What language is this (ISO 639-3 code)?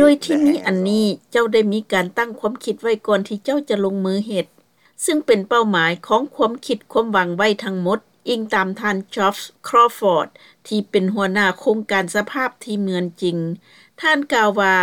lao